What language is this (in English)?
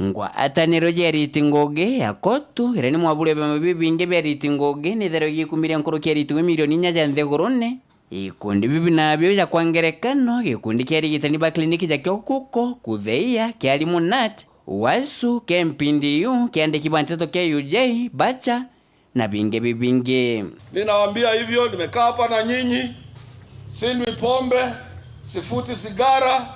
Meru